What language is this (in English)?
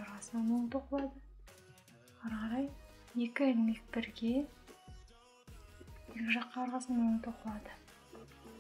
Kazakh